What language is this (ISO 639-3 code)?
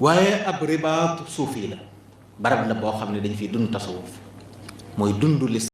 wol